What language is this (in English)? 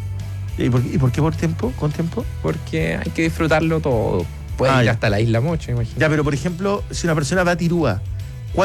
Spanish